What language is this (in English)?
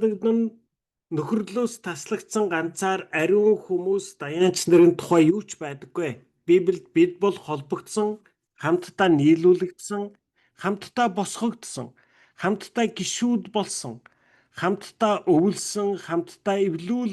Mongolian